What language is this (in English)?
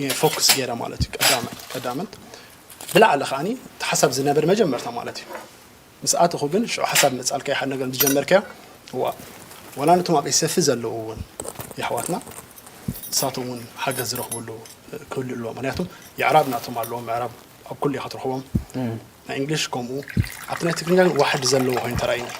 Tigrinya